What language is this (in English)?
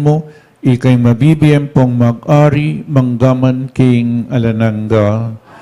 Pampanga